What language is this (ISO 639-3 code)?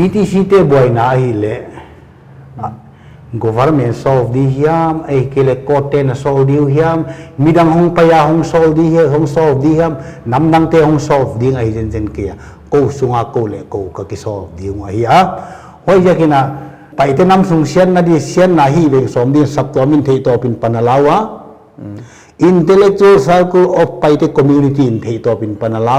pck